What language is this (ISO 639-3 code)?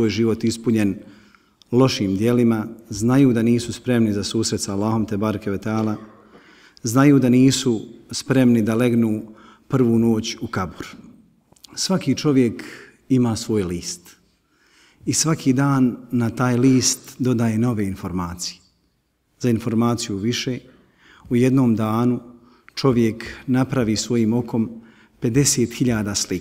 bos